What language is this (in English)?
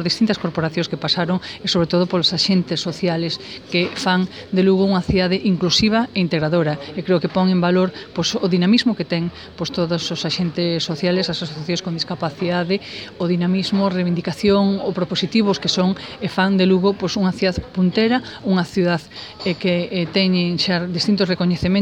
Galician